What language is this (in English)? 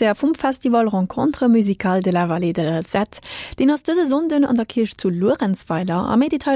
Luxembourgish